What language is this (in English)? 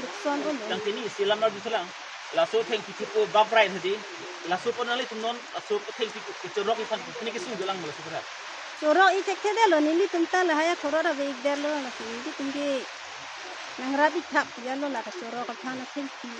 Karbi